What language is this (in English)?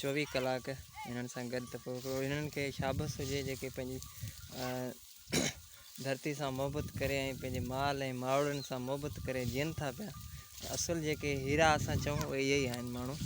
Sindhi